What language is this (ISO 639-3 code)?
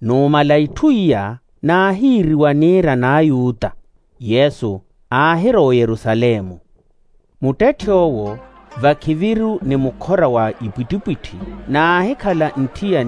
vmw